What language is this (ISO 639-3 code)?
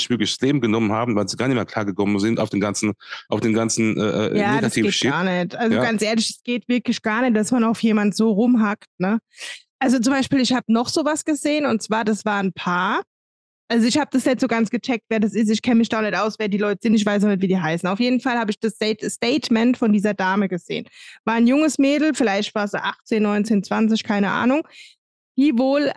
deu